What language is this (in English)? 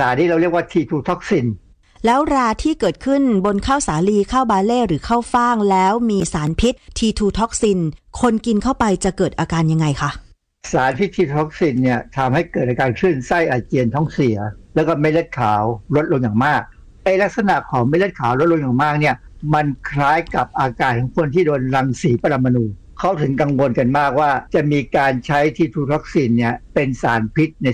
Thai